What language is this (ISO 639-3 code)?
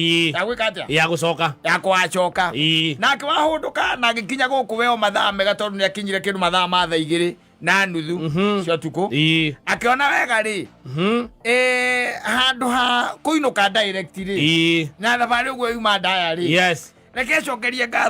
kik